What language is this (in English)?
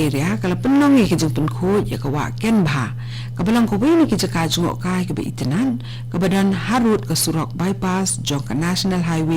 Khasi